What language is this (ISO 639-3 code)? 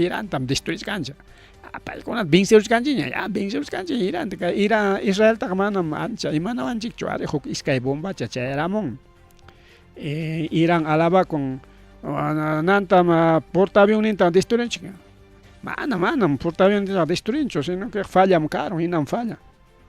quy